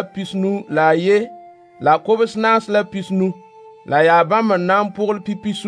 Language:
Mossi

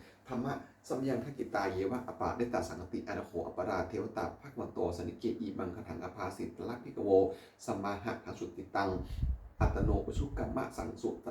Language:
Pali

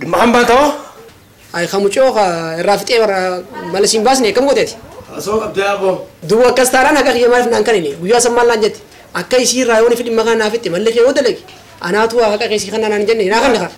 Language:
Oromo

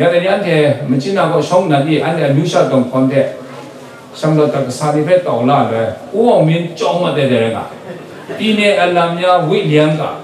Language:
Kachin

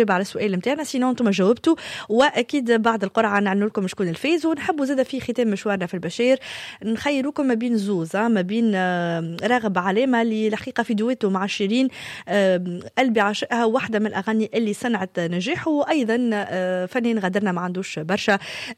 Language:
Tunisian Arabic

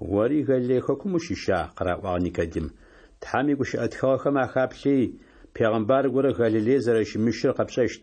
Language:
Adyghe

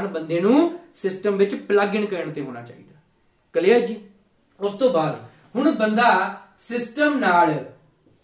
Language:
Punjabi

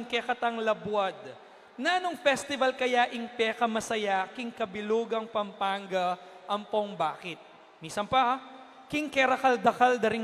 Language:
Pampanga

